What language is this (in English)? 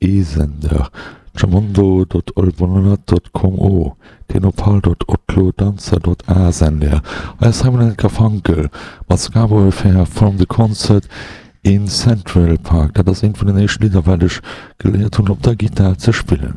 Luxembourgish